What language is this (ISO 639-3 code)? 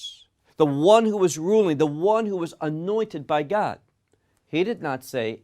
eng